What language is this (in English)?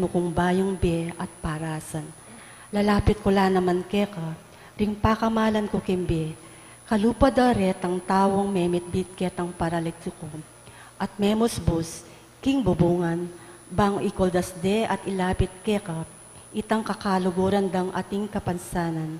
Pampanga